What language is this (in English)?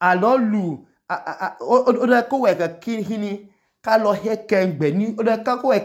Idoma